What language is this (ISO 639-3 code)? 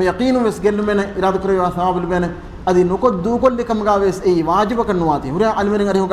div